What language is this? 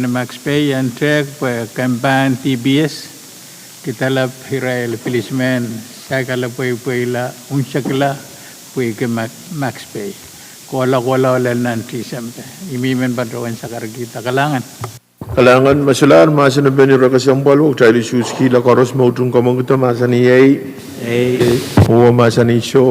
Pohnpeian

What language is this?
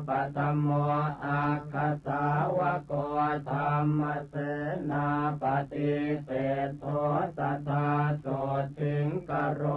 Pali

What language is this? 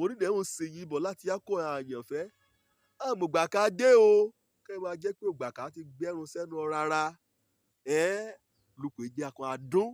Yoruba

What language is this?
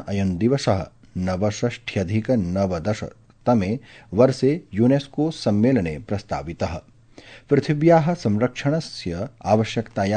Sanskrit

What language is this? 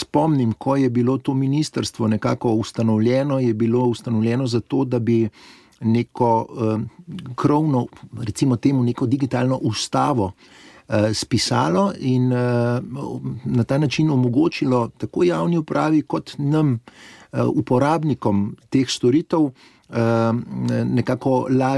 Slovenian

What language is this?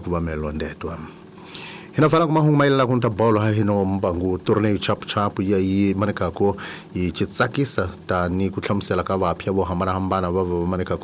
Tsonga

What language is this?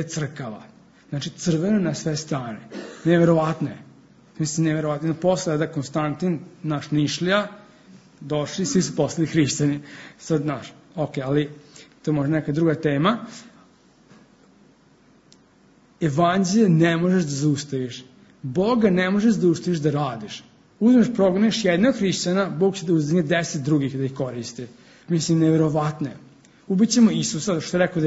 Serbian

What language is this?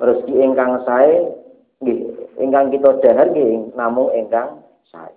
Javanese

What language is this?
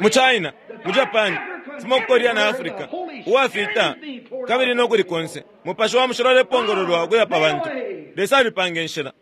Bemba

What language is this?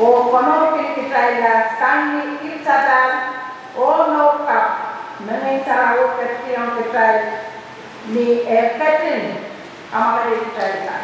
Pohnpeian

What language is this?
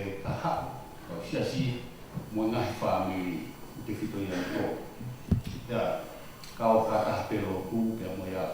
Tongan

